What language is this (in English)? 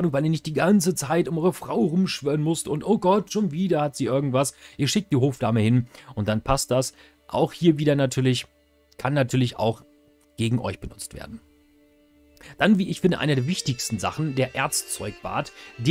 German